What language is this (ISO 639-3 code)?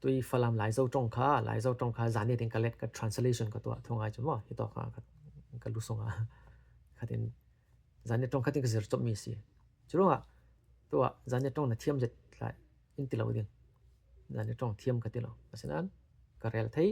cfm